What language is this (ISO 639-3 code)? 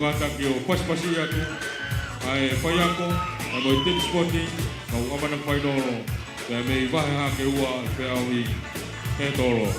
ton